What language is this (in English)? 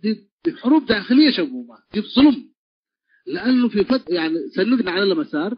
Tigre